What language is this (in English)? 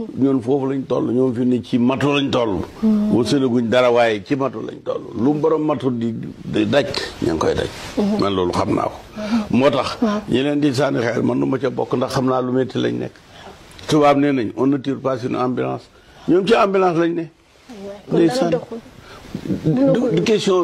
Wolof